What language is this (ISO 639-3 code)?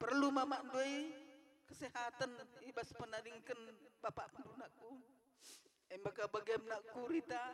btx